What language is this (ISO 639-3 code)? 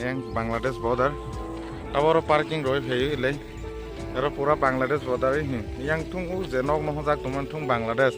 trp